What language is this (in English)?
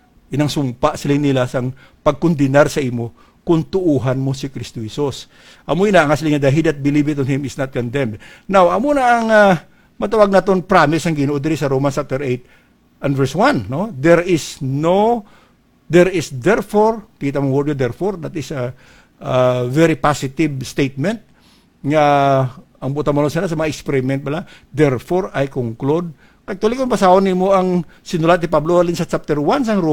Hiligaynon